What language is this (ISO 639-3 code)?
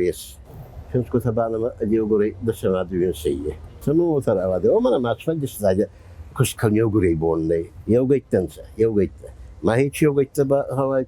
oss